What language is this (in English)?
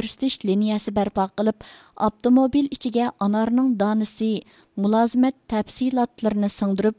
Uyghur